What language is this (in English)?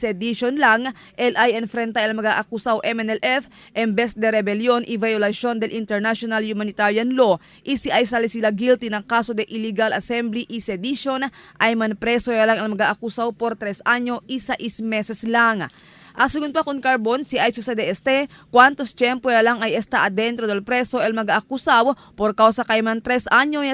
Chavacano